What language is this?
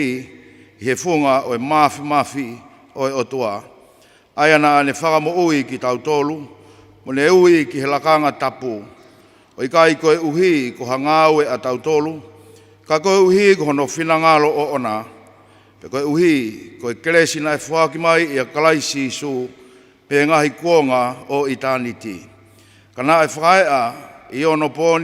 Tongan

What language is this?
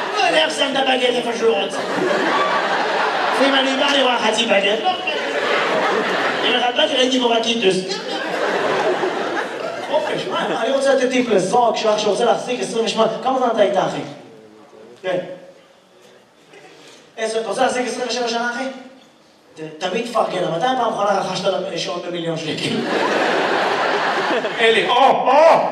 Hebrew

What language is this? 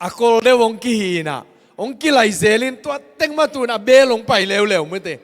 Tedim Chin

